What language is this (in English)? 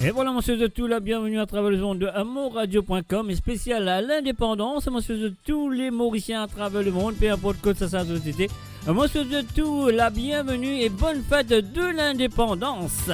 Morisyen